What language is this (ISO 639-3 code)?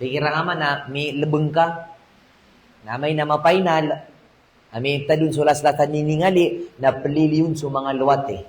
mrw